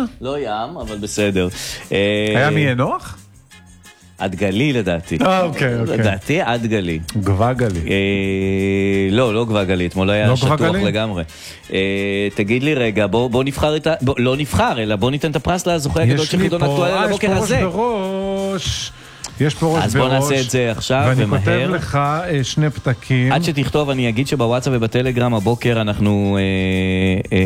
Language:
Hebrew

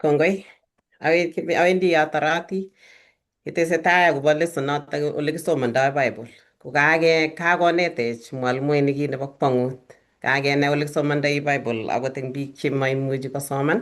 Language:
Kalenjin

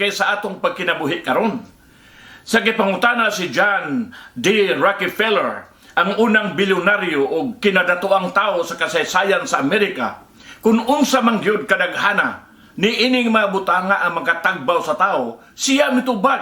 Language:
Cebuano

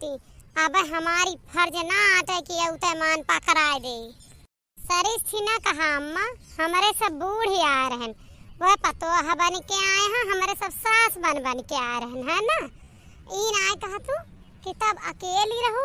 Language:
Awadhi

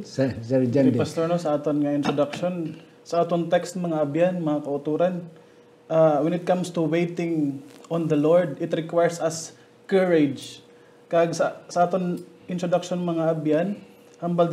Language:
Hiligaynon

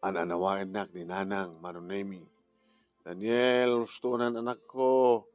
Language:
Iloko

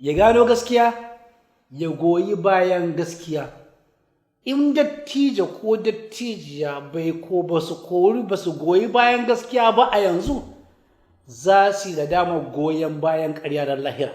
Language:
Hausa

